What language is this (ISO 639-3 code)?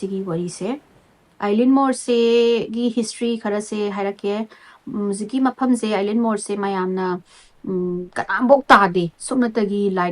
mni